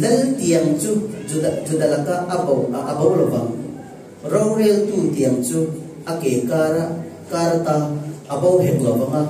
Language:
Falam Chin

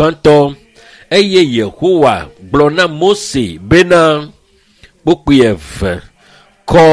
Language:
Ewe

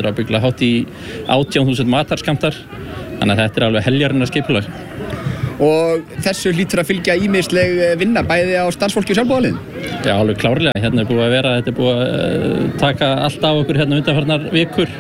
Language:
Icelandic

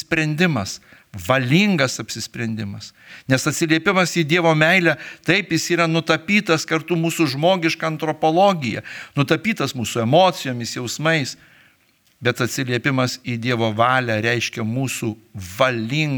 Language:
Lithuanian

